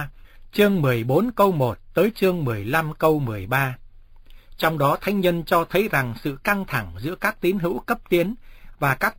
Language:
Vietnamese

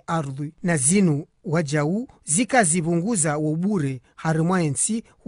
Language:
Ngazidja Comorian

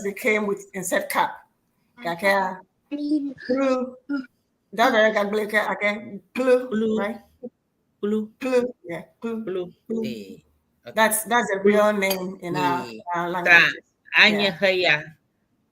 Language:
Ewe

